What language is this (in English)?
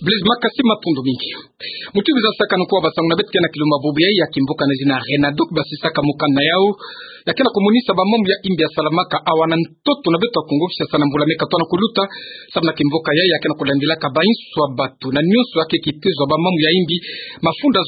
Kituba (Democratic Republic of Congo)